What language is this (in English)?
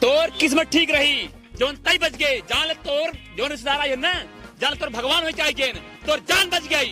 Awadhi